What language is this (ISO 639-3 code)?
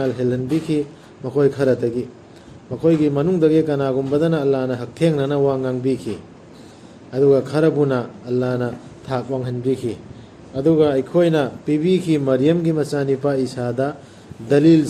mni